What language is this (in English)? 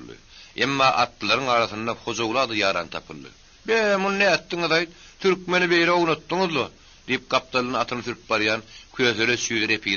Turkmen